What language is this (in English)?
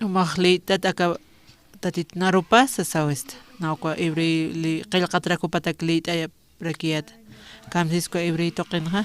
Aymara